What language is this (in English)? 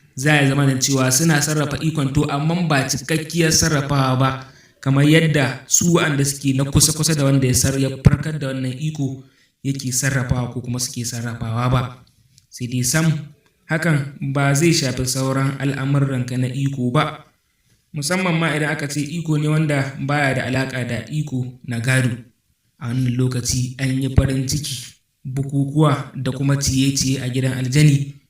Hausa